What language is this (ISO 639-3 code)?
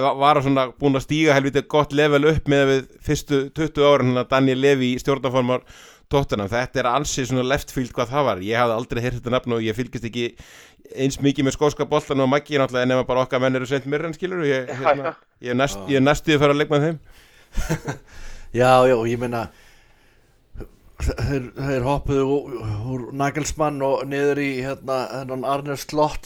isl